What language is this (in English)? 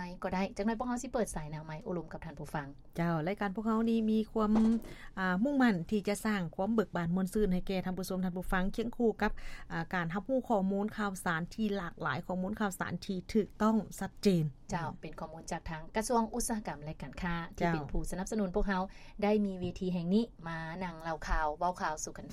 Lao